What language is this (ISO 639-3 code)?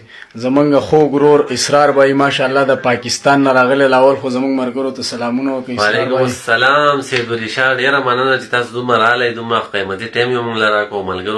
pus